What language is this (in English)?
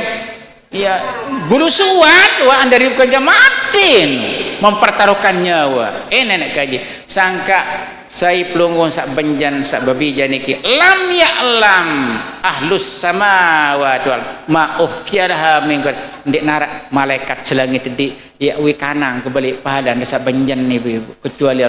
Sasak